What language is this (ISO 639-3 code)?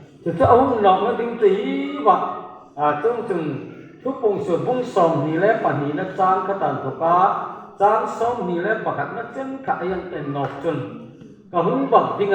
hmr